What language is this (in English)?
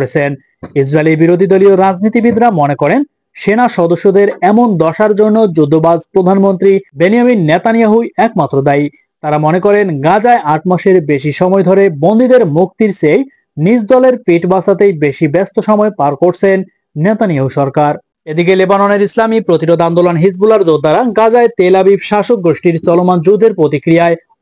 Bangla